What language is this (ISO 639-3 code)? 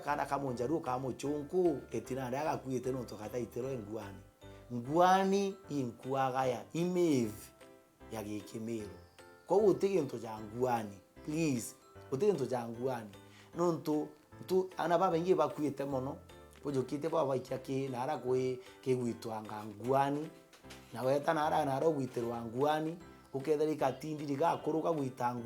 mer